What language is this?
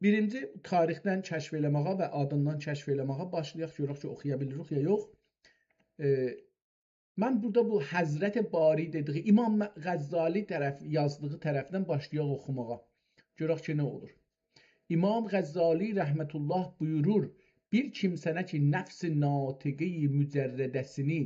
South Azerbaijani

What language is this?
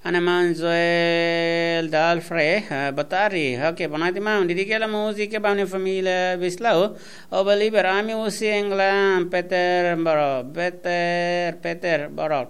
Tetum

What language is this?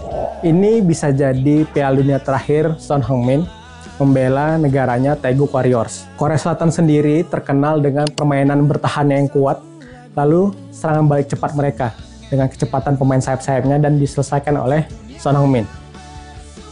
Indonesian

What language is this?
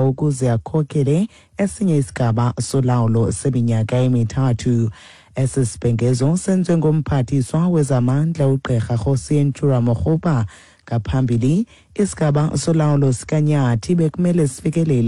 Xhosa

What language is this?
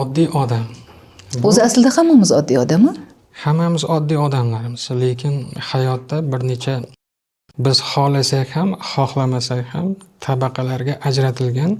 Uzbek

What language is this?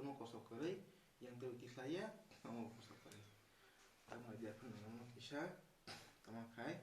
Kok Borok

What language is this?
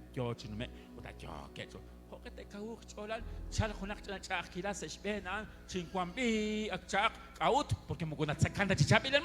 Kekchí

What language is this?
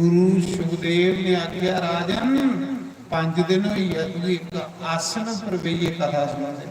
Dogri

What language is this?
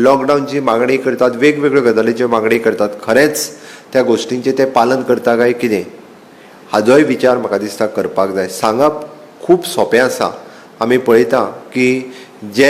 Konkani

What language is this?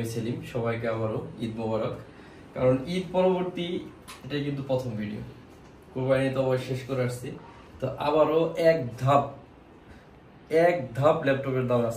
Bangla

